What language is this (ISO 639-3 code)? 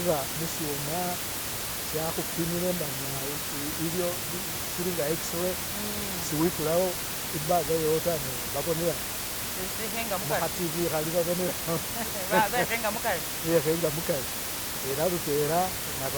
myx